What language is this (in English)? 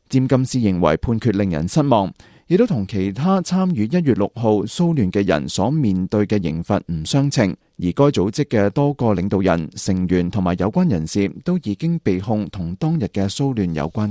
Cantonese